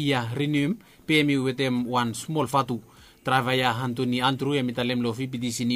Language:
Bislama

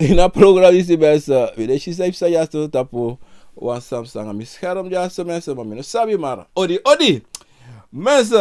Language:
Sranan Tongo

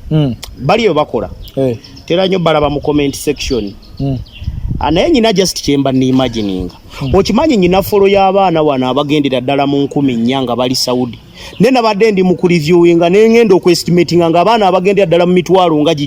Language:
Ganda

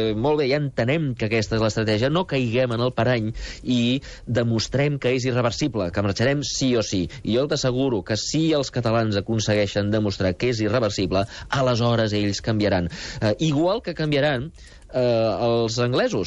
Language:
Catalan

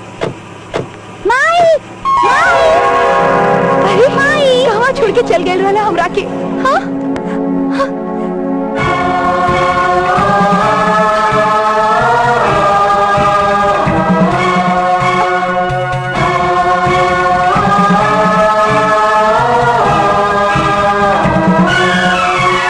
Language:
Bhojpuri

